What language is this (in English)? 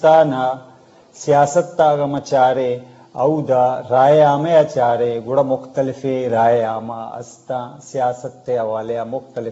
Eastern Balochi